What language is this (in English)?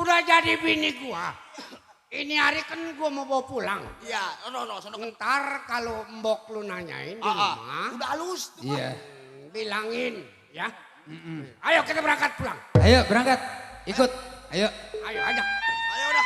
Betawi